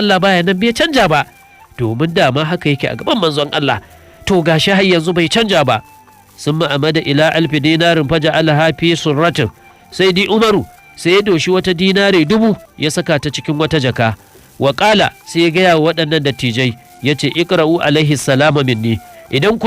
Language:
Hausa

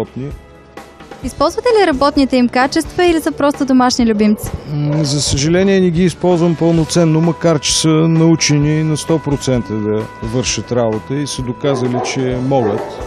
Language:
Bulgarian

